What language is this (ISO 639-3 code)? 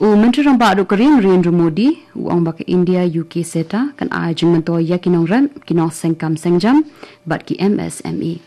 kha